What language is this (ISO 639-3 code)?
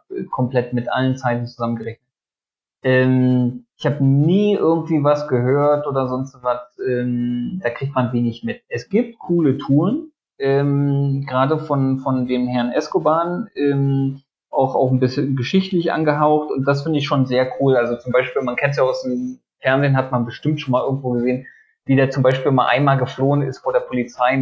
deu